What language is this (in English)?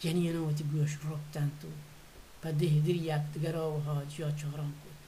Baluchi